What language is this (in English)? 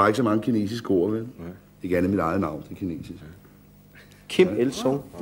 Danish